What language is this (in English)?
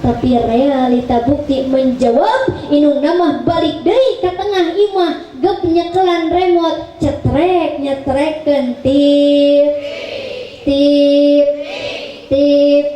Sundanese